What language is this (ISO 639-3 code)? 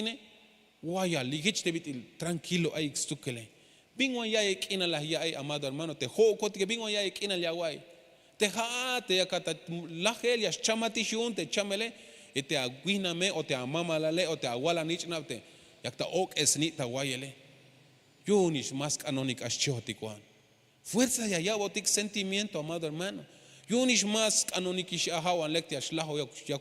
tzh